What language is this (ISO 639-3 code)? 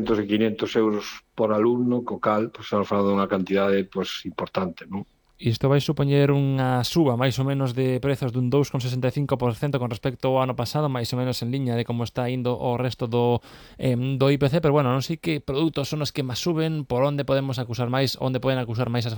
glg